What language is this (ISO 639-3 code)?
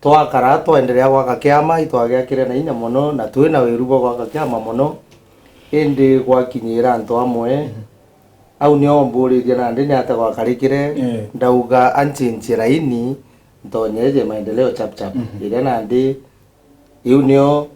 mer